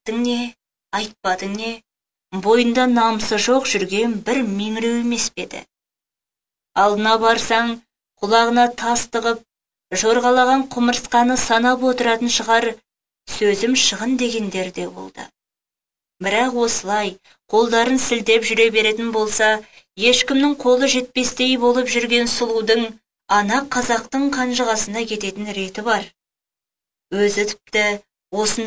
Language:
Kazakh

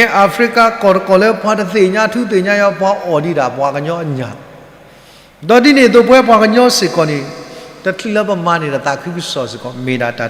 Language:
S'gaw Karen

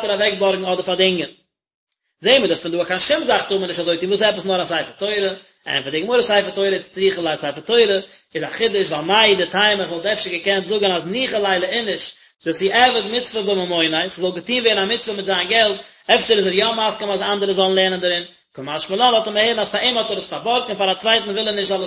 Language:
Yiddish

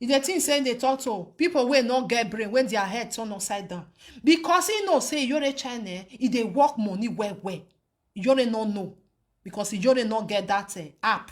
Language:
Nigerian Pidgin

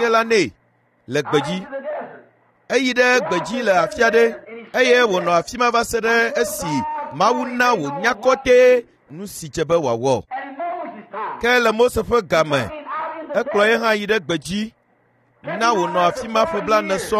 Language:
Ewe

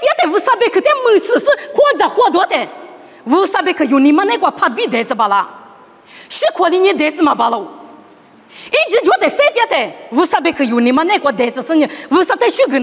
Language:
Lisu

